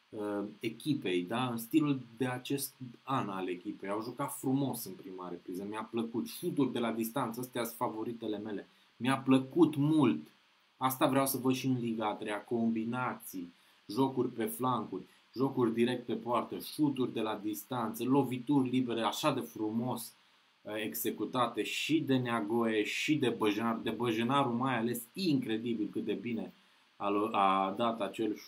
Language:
Romanian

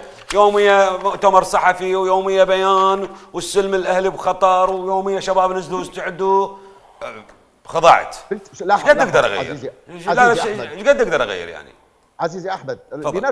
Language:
Mesopotamian Arabic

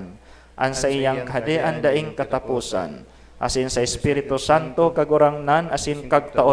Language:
Bikol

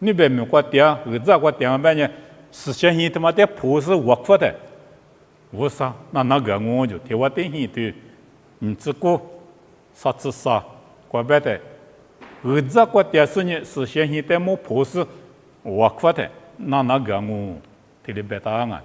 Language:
Lisu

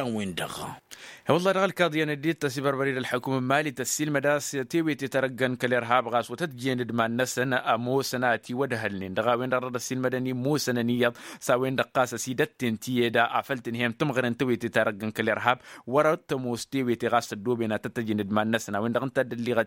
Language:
Tamasheq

